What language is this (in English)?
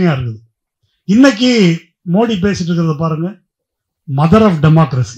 Tamil